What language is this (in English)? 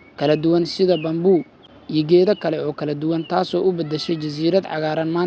Somali